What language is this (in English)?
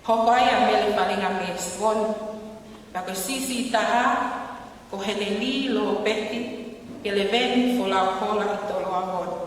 Tongan